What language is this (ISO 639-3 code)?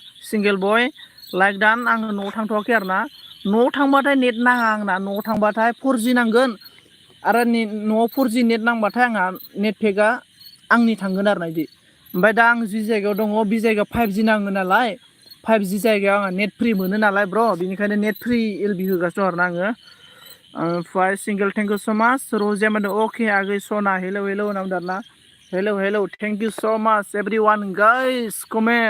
brx